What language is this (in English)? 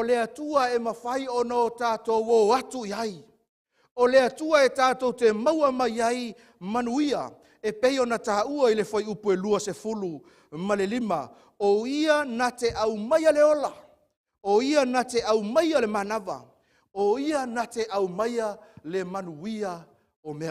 Samoan